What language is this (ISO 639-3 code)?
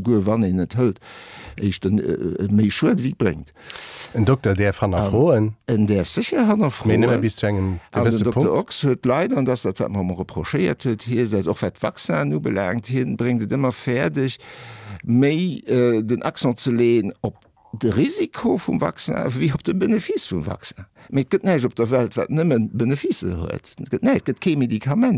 ltz